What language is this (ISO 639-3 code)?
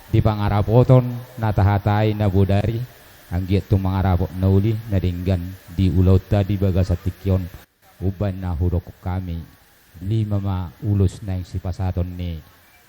bbc